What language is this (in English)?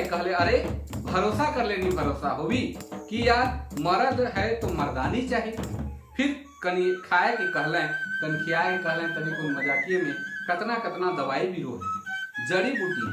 Sadri